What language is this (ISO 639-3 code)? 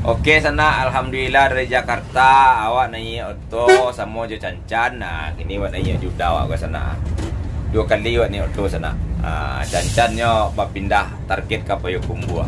min